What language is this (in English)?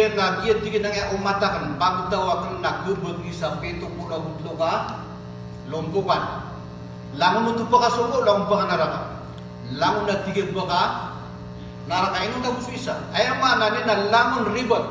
Maranao